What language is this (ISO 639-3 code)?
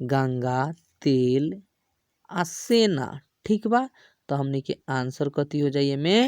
bho